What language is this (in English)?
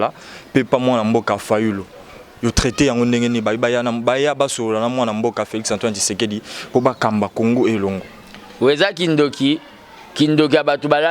Lingala